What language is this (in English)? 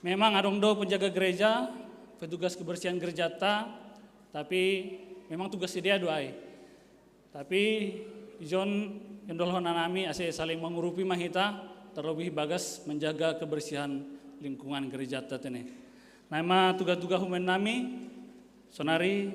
Batak Simalungun